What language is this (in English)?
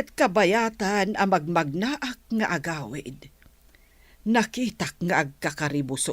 Iloko